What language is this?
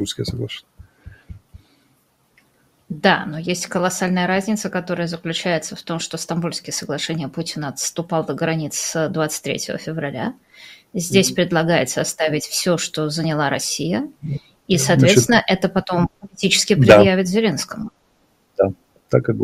Russian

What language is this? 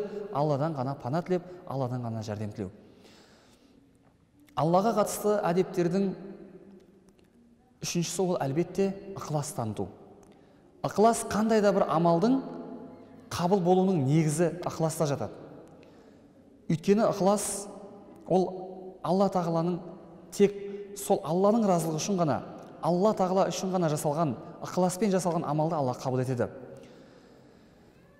Kazakh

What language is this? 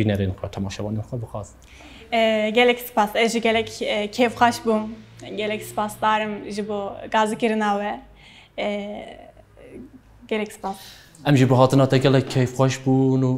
Kurdish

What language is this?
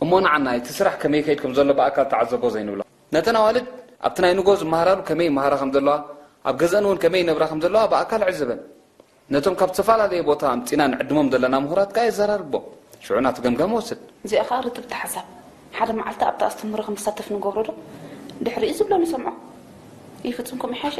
Tigrinya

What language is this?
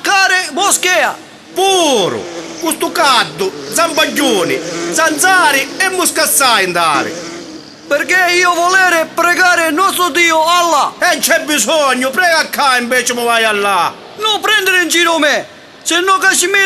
Sicilian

